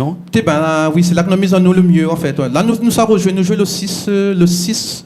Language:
Réunion Creole French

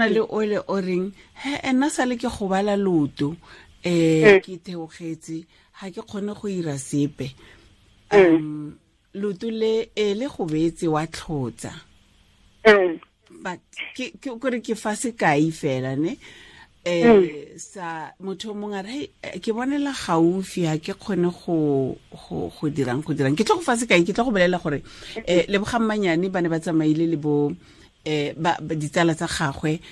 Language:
Tswana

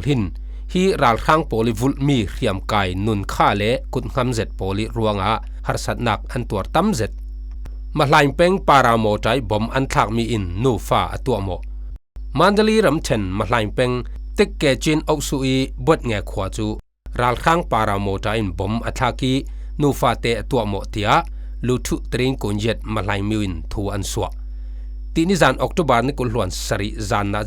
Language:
Falam Chin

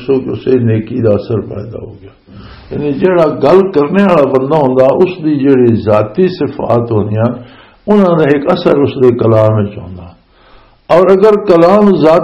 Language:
Western Panjabi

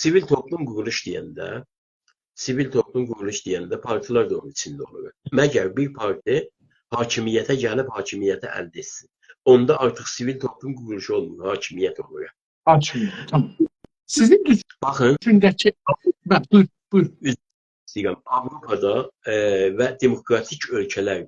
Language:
South Azerbaijani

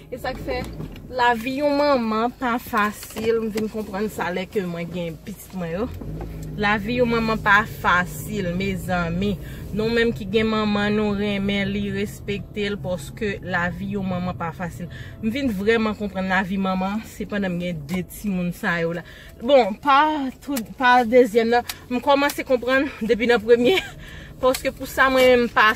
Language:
Haitian Creole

